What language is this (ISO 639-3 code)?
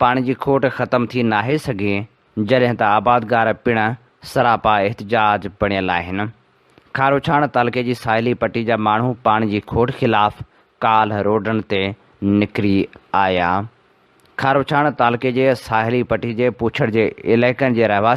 snd